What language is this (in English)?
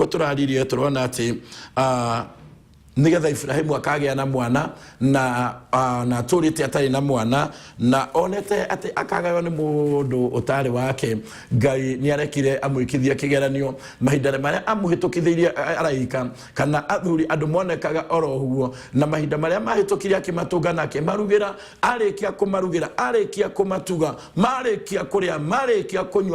Kikuyu